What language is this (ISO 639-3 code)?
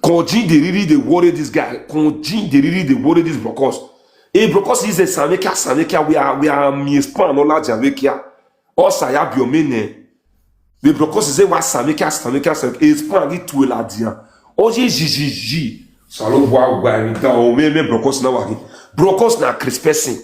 pcm